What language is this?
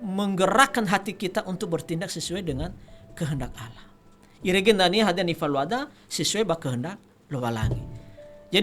Nias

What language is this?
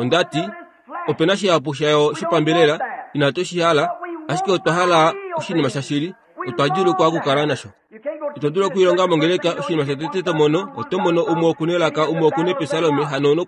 Kuanyama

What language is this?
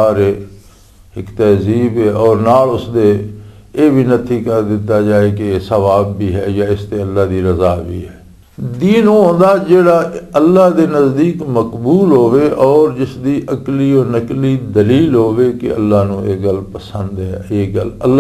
Western Panjabi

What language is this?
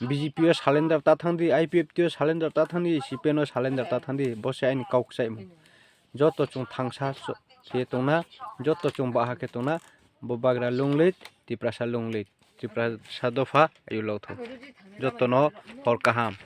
Riang (India)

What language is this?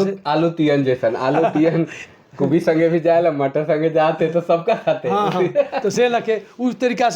Sadri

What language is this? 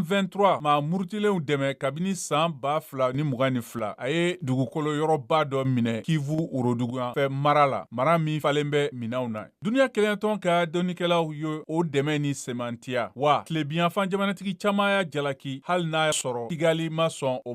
Bambara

